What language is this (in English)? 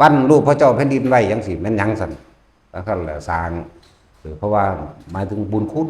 Northeastern Thai